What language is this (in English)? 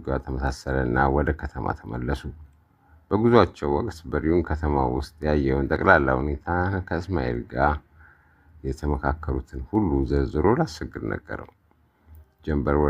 Amharic